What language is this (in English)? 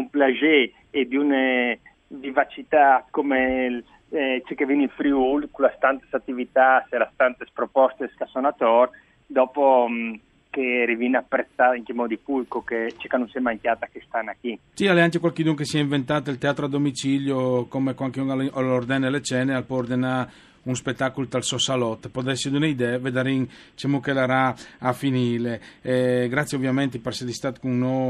Friulian